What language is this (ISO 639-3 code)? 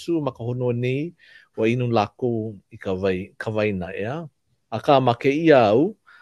haw